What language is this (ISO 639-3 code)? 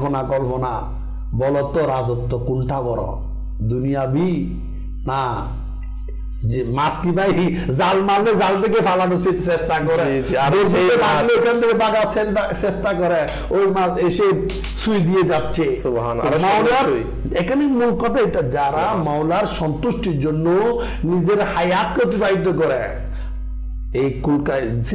ben